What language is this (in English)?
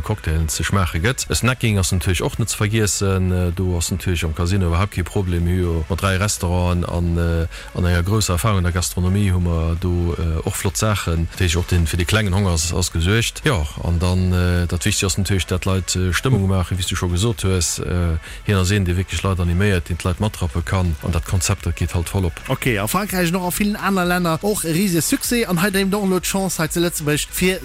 Luxembourgish